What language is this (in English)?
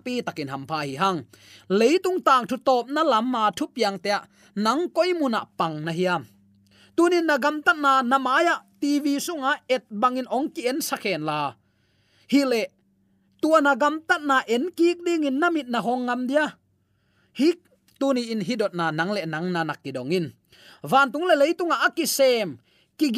Tedim Chin